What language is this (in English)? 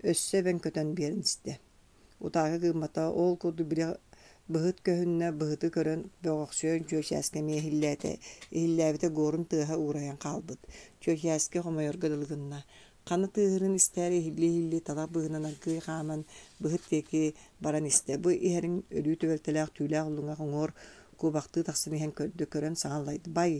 Yakut